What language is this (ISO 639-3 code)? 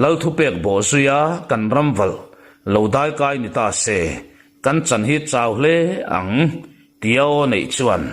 lus